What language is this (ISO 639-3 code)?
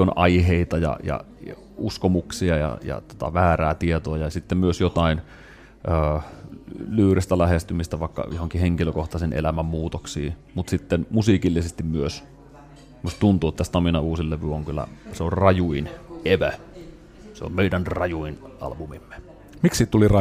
fin